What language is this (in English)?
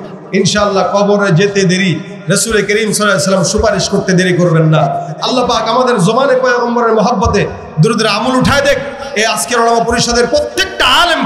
Bangla